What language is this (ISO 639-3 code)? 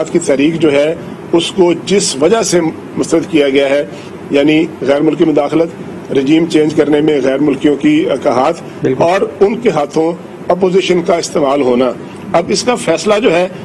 urd